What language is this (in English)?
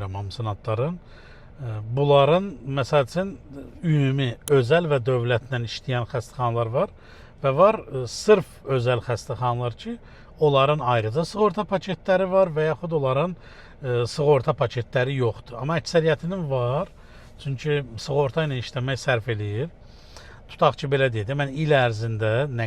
Azerbaijani